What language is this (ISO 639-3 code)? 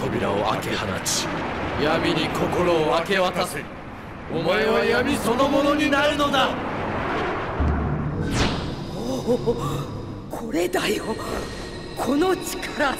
jpn